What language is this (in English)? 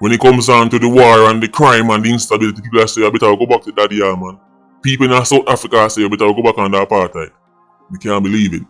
Jamaican Creole English